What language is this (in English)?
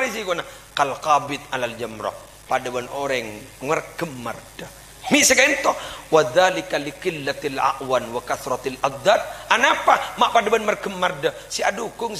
Madurese